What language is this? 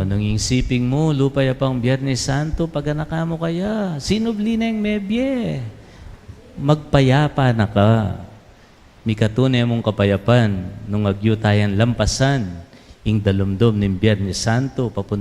Pampanga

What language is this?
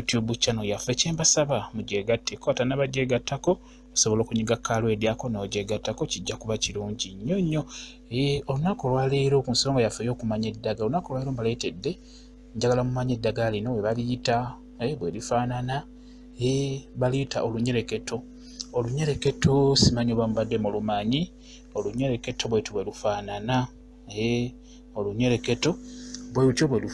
Ganda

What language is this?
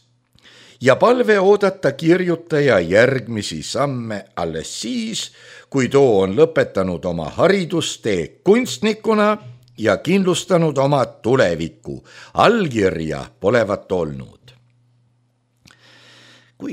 Estonian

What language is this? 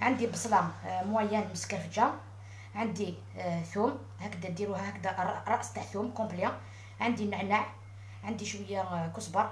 Algerian Arabic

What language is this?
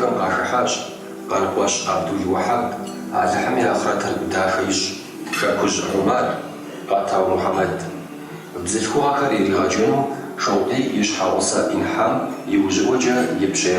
Kabardian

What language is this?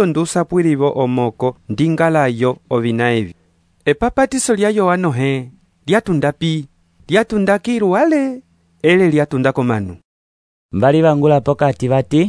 Umbundu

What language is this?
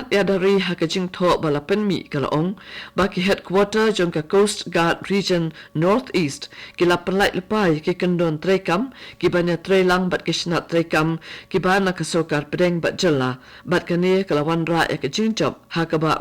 Khasi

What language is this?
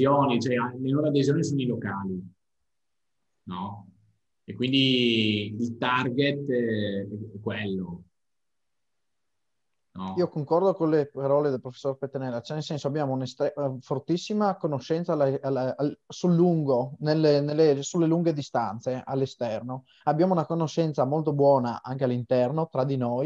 Italian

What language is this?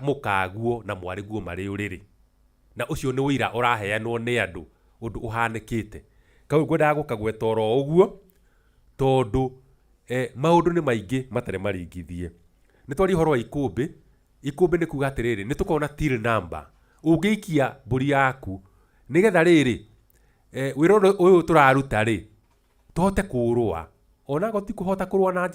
Kikuyu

